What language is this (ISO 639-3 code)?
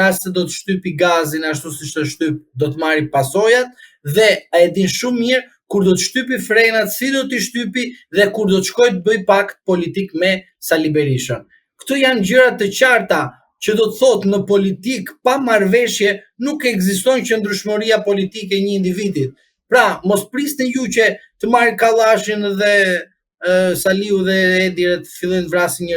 sqi